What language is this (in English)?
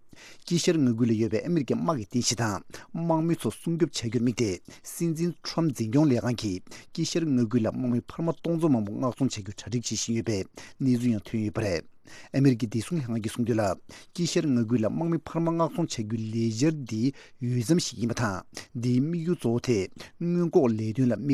Tibetan